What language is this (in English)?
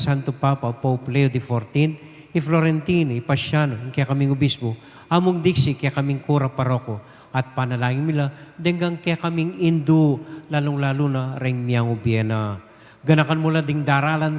Pampanga